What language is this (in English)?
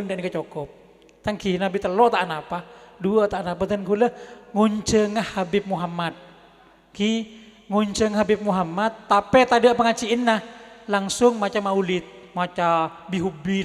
Madurese